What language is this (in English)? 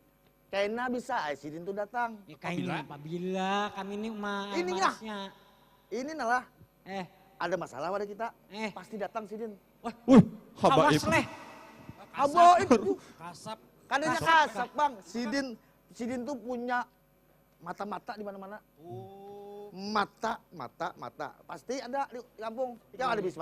Banjar